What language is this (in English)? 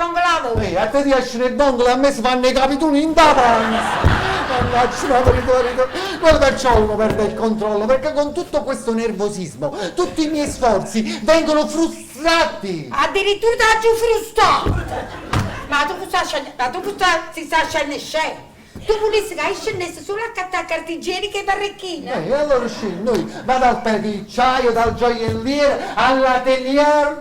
Neapolitan